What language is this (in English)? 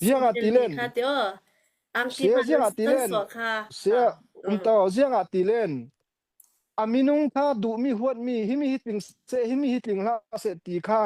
Falam Chin